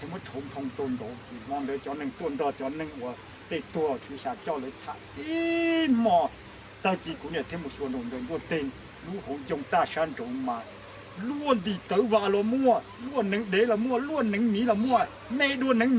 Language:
Hmong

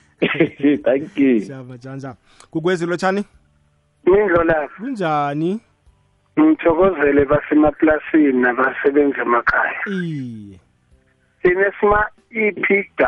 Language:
South Ndebele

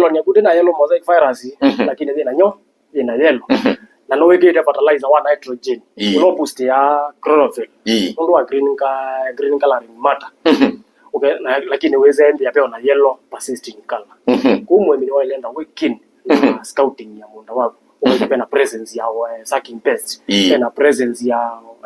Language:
Kamba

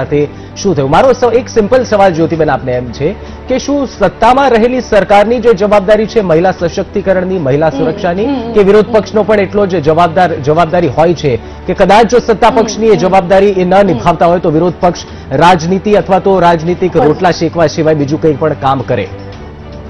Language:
Gujarati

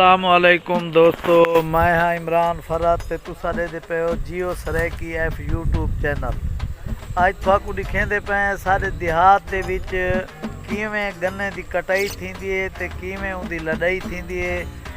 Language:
Saraiki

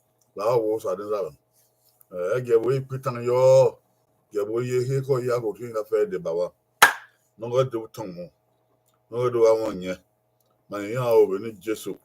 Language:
Bini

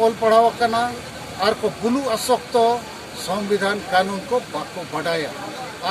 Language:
Santali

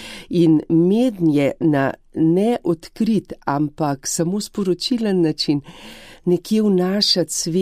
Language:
Slovenian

